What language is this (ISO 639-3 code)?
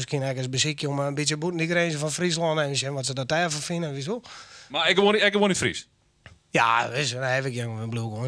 fry